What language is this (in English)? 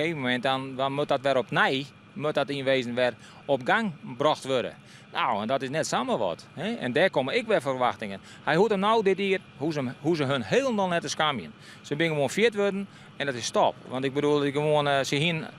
Western Frisian